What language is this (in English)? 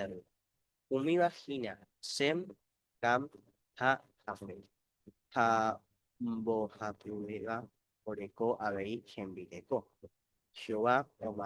Guarani